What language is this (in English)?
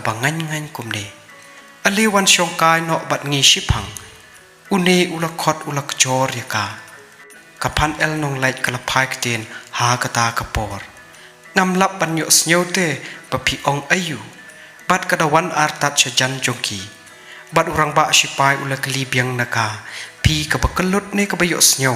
Khasi